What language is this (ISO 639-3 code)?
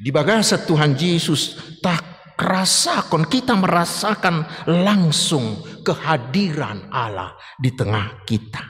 bbc